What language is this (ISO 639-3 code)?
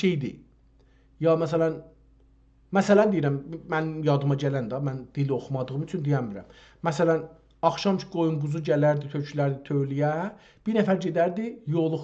azb